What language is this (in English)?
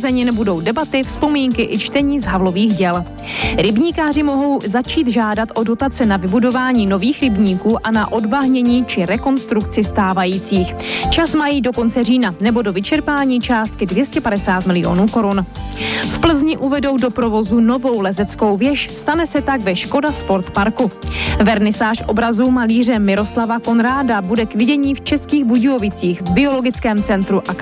Czech